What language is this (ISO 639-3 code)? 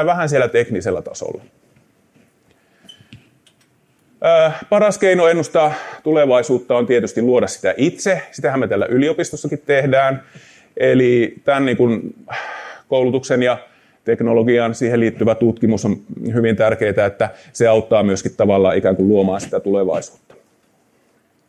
fin